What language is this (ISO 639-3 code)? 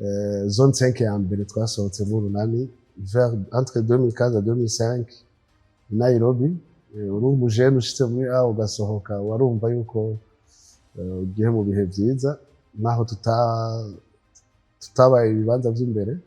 run